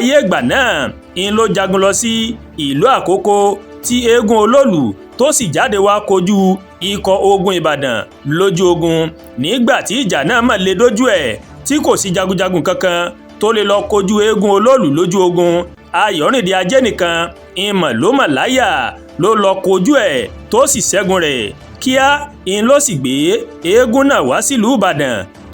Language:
Yoruba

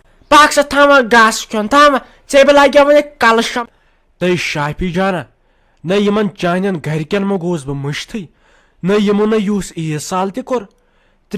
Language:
Kashmiri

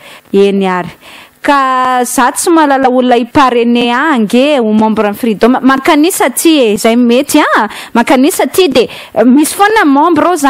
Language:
Malagasy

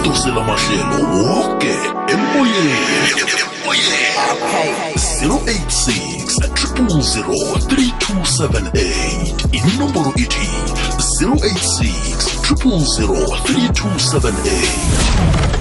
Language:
South Ndebele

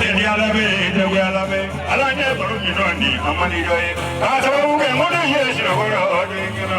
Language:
Bambara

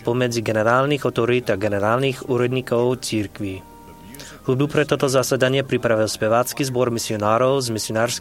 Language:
Slovak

